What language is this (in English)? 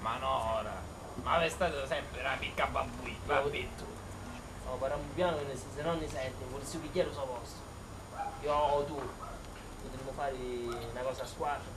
Sicilian